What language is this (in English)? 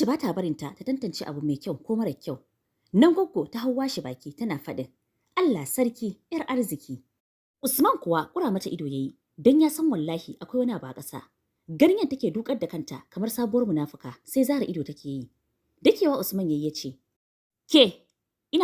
Hausa